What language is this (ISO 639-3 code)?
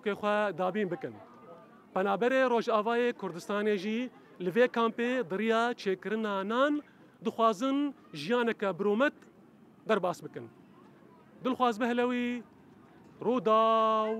kur